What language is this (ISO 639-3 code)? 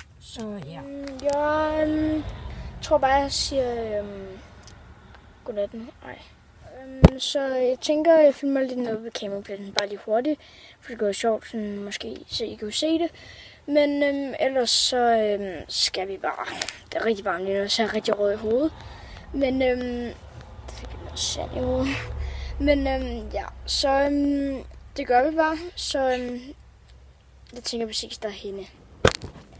dan